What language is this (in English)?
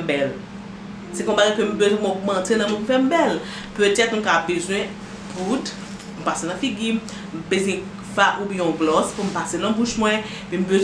Haitian Creole